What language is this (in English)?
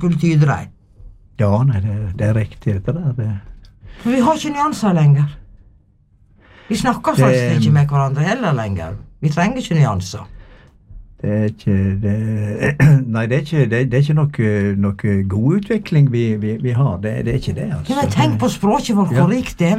Norwegian